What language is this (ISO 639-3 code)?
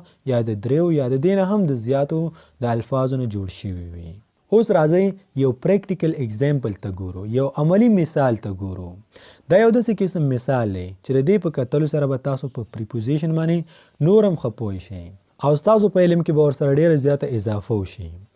pus